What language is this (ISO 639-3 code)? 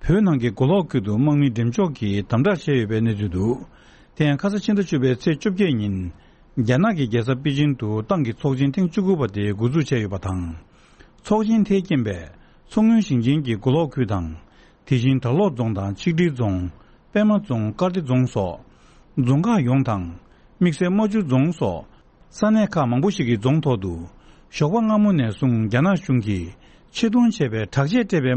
bod